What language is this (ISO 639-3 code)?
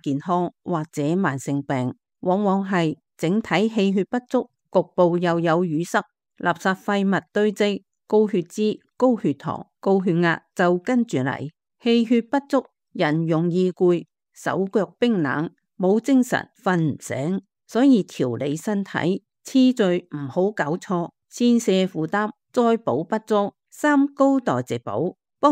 yue